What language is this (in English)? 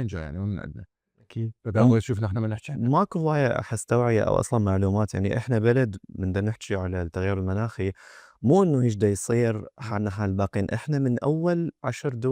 Mesopotamian Arabic